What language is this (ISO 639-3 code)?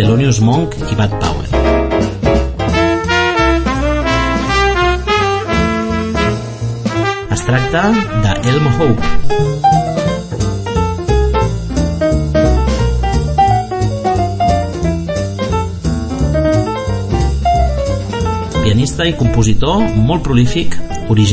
cat